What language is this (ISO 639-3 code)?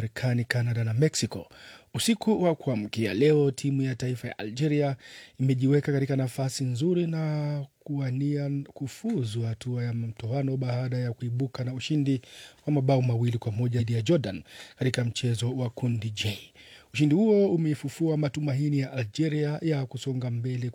swa